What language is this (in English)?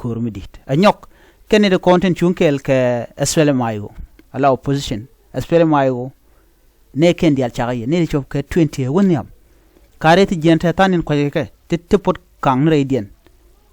Nuer